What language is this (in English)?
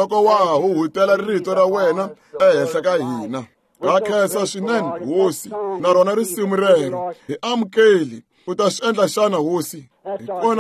Tsonga